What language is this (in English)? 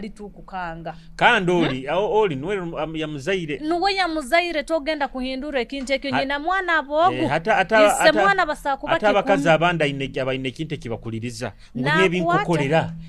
Nyoro